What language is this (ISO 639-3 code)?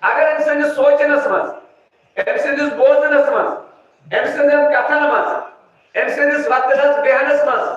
kas